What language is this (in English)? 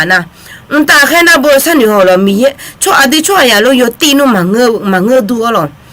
Akha